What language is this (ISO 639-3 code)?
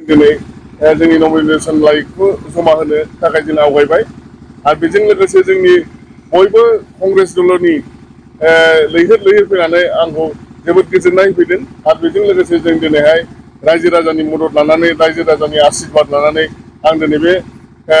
brx